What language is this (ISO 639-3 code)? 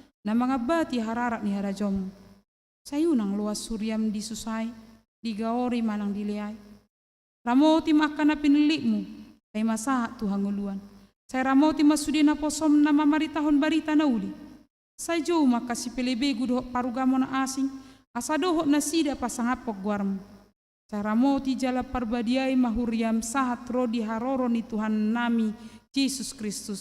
bbc